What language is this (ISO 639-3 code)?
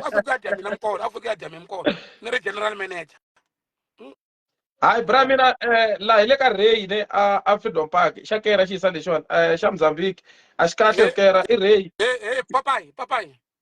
tso